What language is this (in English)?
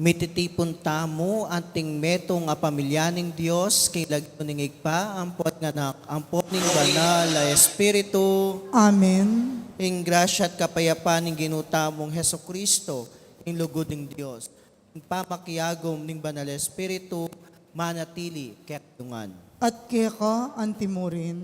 Pampanga